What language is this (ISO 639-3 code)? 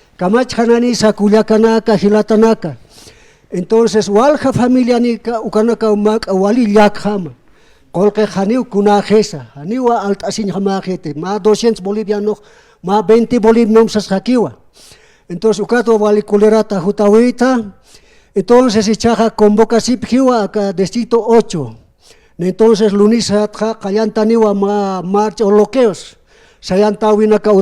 aym